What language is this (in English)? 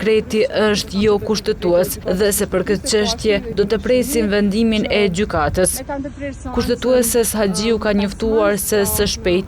Albanian